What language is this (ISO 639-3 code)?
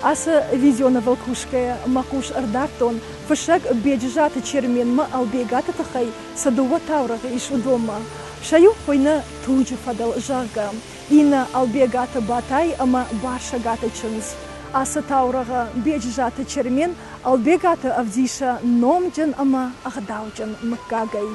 oss